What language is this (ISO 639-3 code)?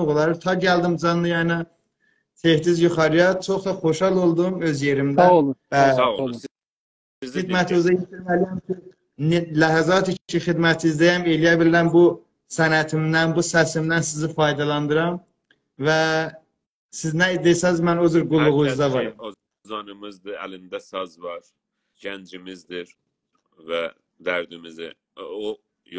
azb